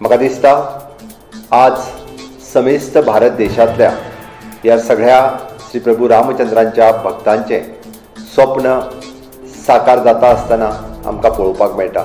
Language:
Konkani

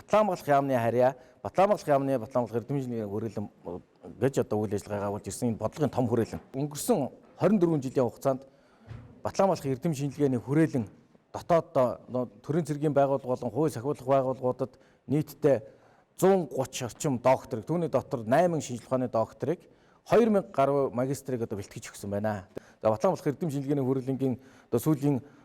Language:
Mongolian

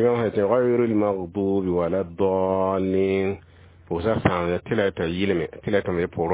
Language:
Mossi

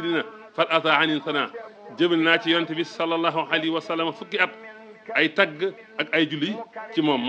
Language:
Wolof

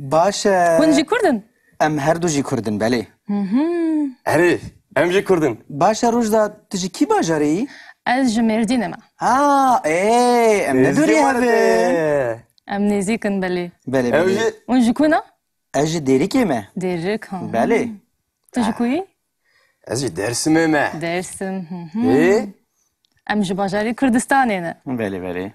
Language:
Kurdish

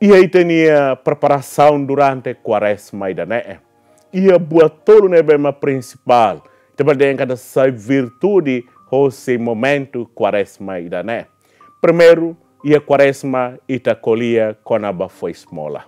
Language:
Tetum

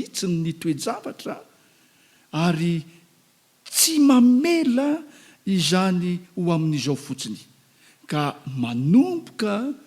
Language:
Malagasy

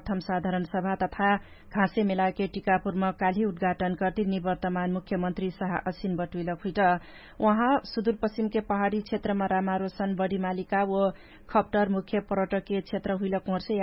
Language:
Dangaura Tharu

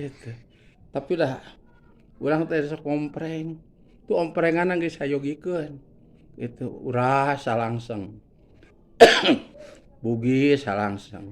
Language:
Sundanese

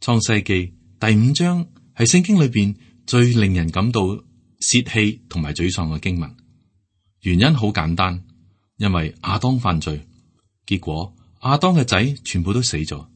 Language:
Cantonese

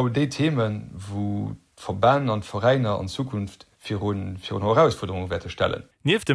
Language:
Luxembourgish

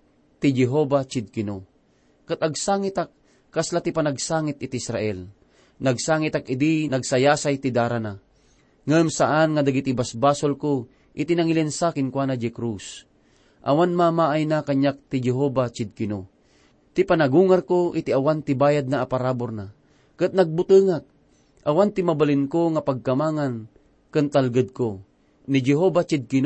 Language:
Iloko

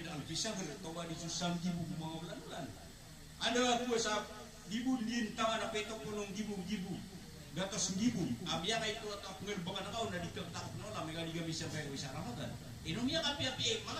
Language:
Maranao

